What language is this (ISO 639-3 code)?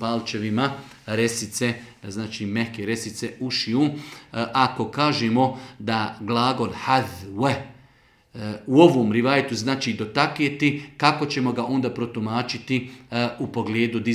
bos